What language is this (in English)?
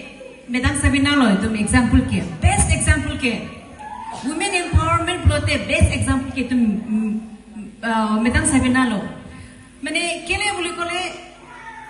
Karbi